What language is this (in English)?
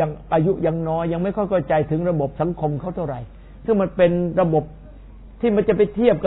Thai